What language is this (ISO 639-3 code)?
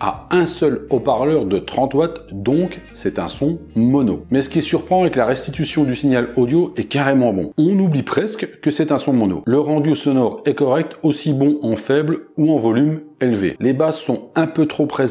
fra